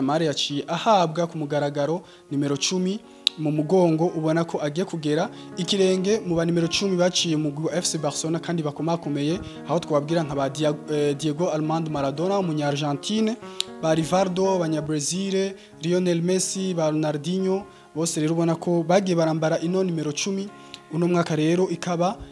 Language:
Rundi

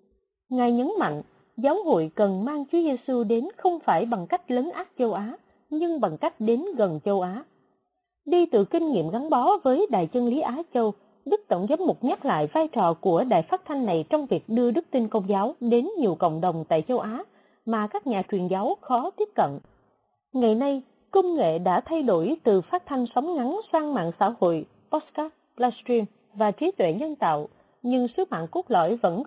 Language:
Vietnamese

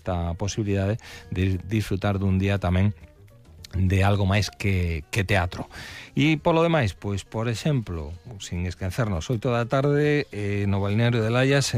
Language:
Galician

